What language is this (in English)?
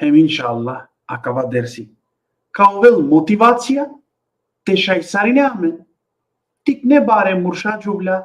Balkan Romani